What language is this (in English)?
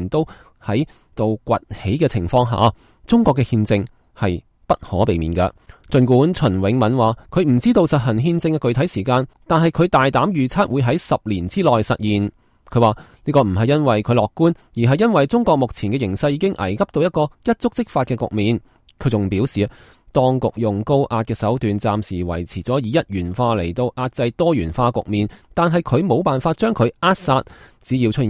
Cantonese